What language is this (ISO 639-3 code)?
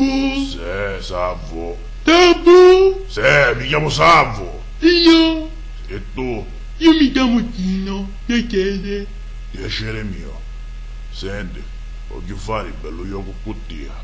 scn